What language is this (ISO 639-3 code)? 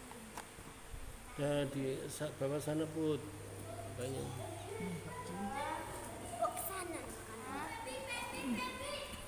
ind